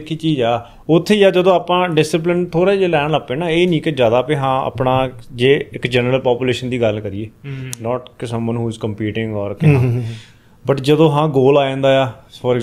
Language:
Punjabi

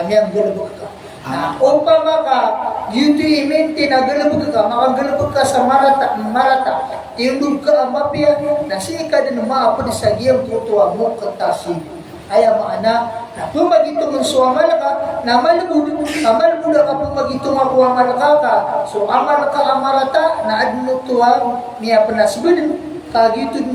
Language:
Maranao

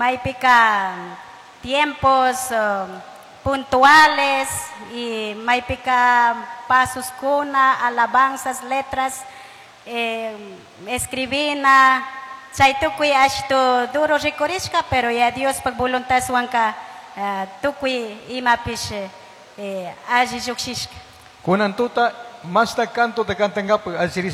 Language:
Chimborazo Highland Quichua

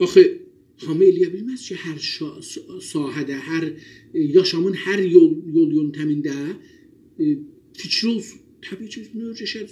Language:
South Azerbaijani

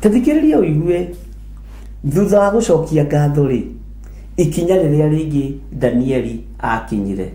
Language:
Kikuyu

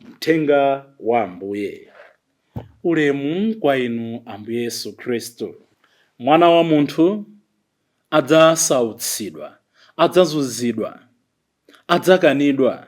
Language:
Nyanja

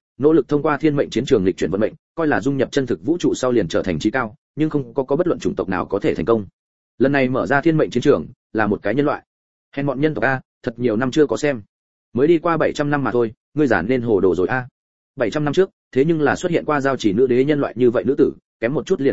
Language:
Vietnamese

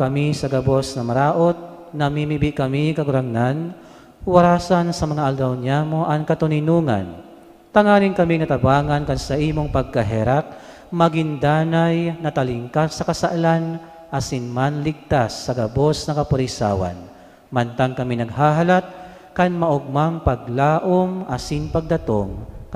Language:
Bikol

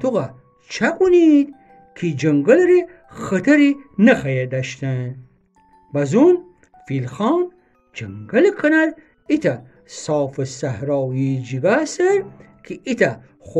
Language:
Gilaki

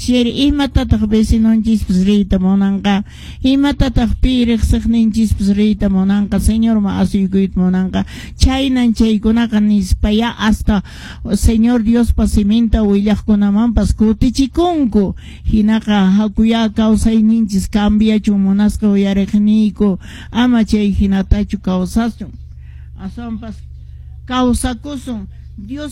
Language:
Quechua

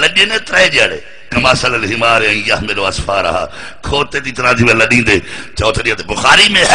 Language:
Saraiki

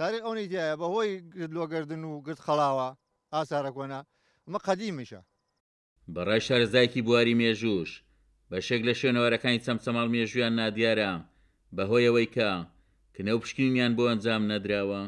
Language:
Central Kurdish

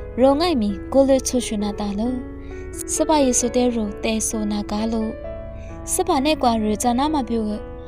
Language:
Lisu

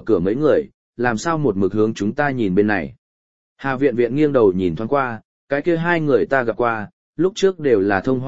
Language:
Vietnamese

